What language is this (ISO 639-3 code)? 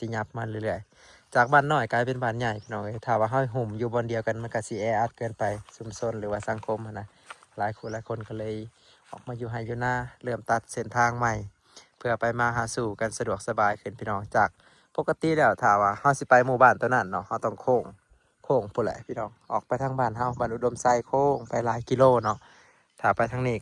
tts